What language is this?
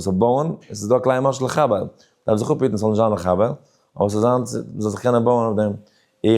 Yiddish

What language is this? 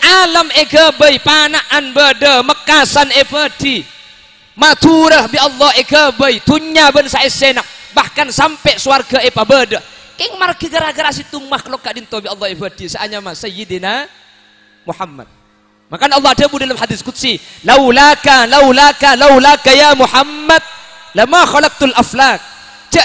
Madurese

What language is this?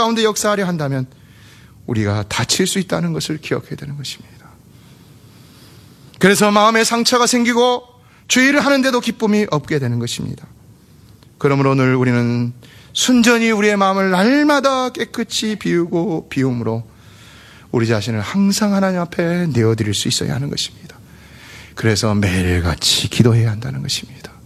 Korean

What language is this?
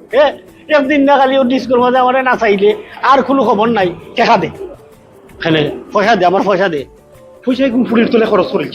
Sylheti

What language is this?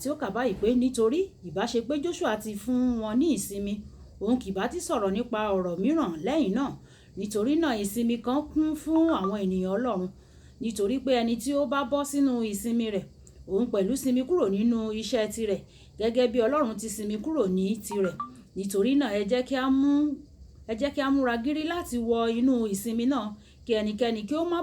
Yoruba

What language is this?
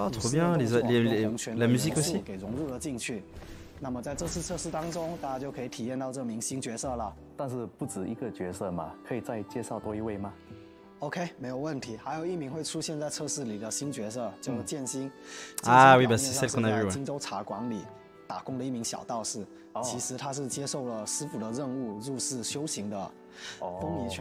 Chinese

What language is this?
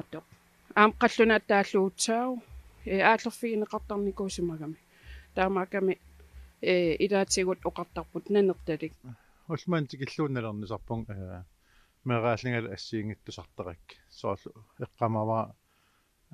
Kalaallisut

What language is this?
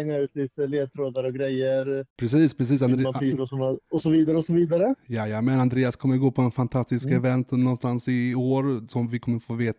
Swedish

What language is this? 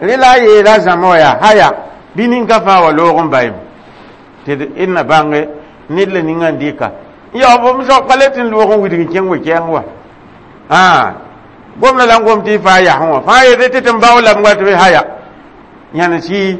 Mossi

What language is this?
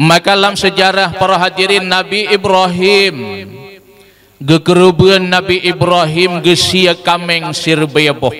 Achinese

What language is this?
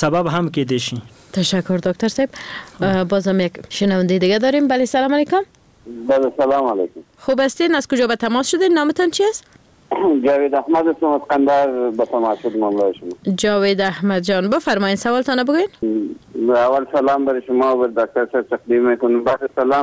Persian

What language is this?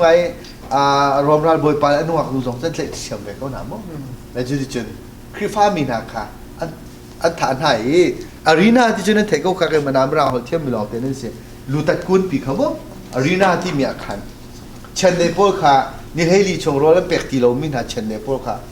Hakha Chin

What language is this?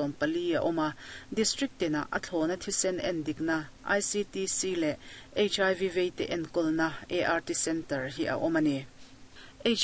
Mizo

